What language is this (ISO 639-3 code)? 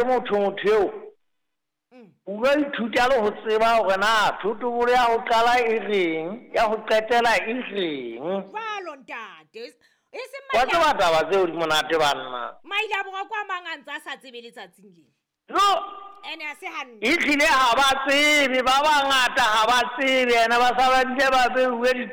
sot